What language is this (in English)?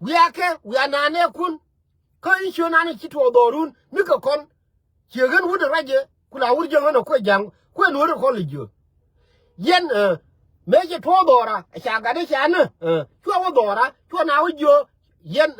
Nuer